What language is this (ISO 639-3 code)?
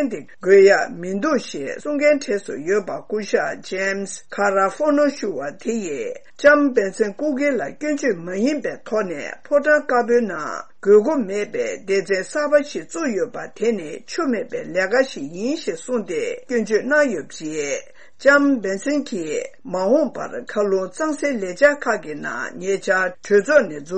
bod